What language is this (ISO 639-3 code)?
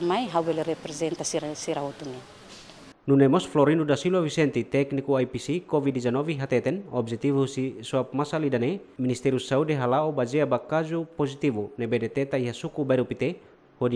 tet